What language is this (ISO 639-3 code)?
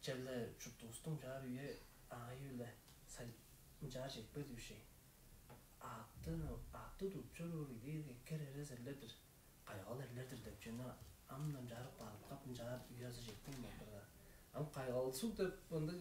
tyv